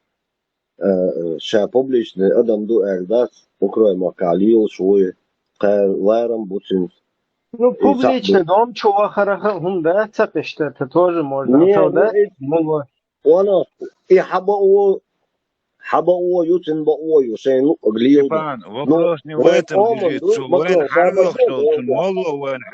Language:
Chechen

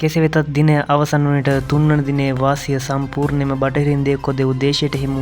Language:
Sinhala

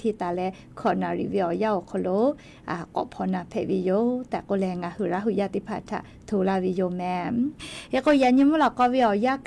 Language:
Lahu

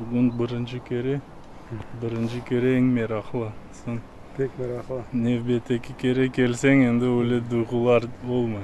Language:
Crimean Tatar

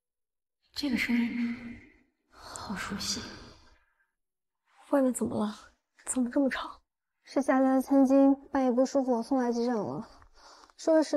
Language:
Chinese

